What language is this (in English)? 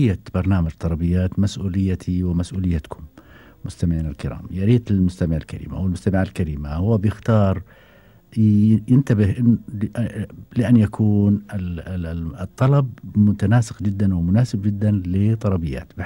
Gulf Arabic